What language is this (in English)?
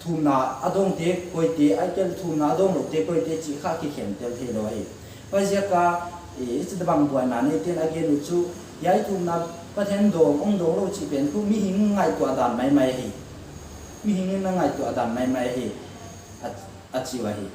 Paite Chin